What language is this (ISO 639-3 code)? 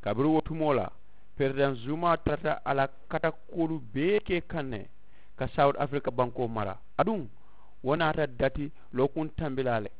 man